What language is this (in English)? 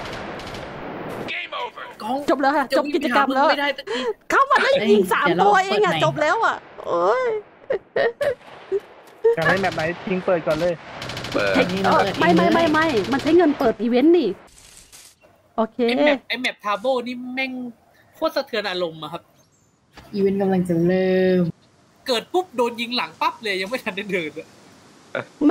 Thai